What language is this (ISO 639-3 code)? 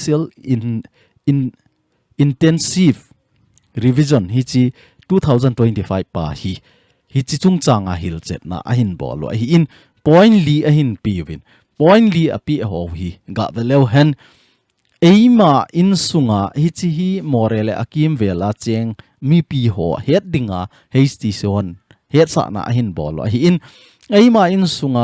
tcz